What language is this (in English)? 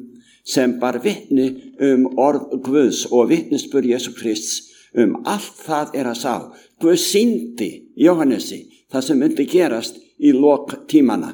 Icelandic